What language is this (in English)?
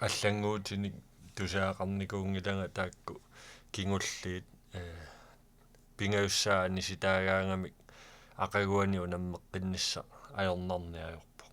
Kalaallisut